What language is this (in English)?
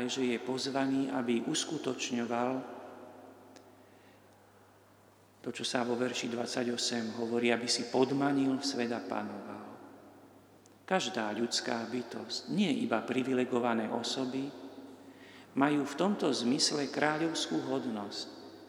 Slovak